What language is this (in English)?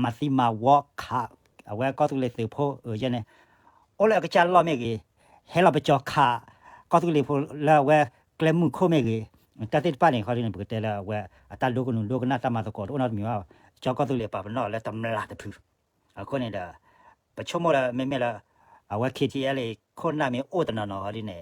S'gaw Karen